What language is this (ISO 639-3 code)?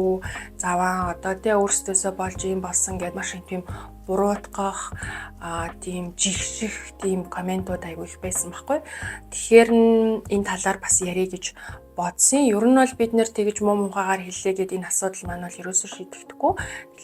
mon